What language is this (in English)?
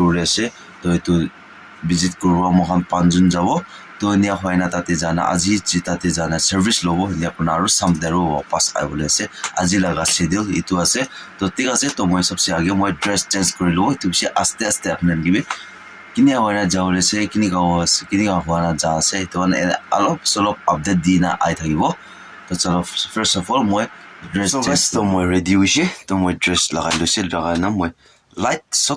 Naga Pidgin